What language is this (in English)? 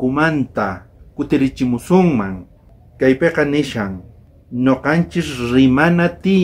South Bolivian Quechua